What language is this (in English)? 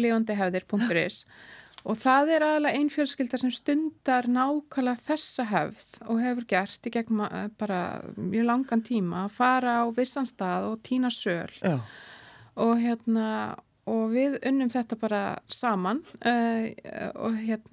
Icelandic